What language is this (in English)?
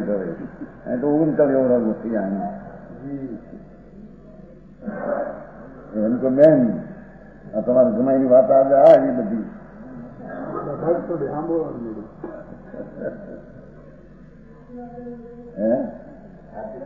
Hindi